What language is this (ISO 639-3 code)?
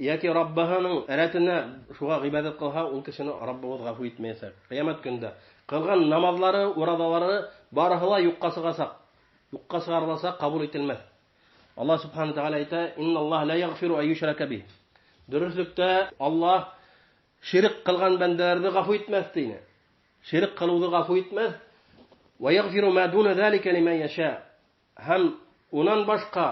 bak